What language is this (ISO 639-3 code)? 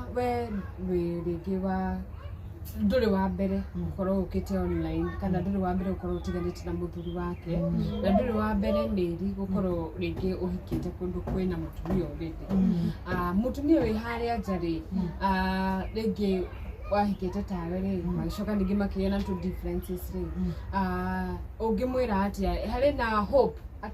kik